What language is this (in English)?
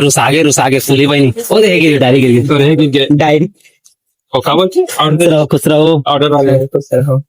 Chhattisgarhi